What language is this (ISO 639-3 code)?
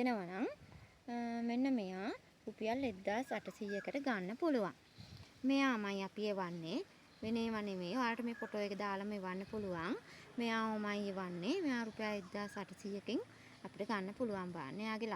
sin